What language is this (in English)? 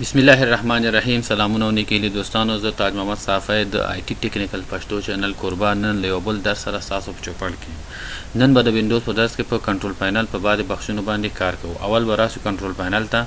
Pashto